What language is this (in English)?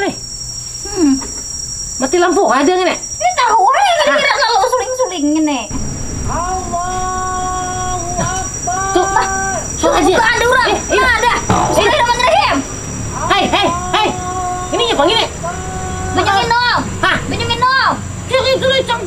Banjar